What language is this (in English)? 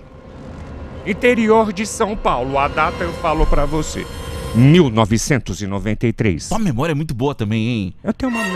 Portuguese